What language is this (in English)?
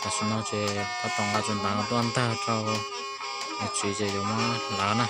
Hmong